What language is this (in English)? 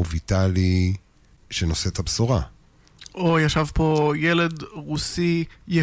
Hebrew